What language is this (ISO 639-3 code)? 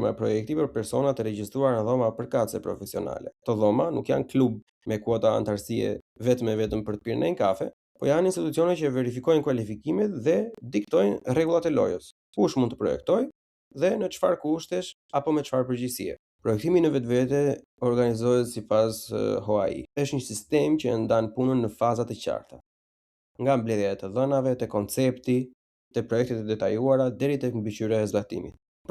sqi